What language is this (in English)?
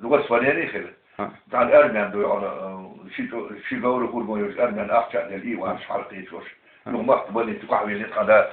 Chechen